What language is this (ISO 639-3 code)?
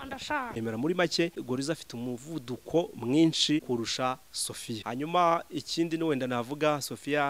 kin